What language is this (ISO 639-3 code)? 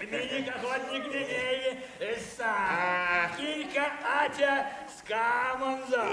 myv